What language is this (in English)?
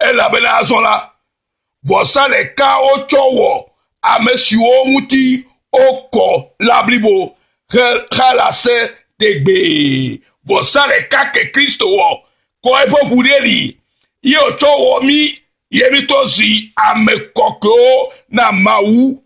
Ewe